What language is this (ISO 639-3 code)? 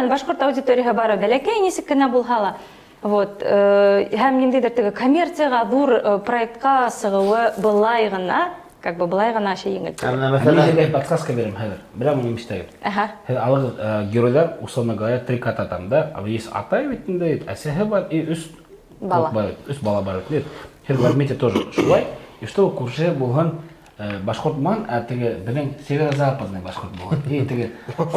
bak